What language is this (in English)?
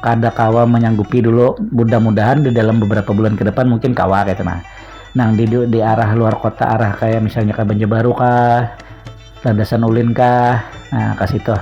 Banjar